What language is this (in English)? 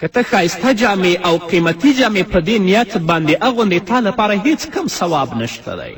Pashto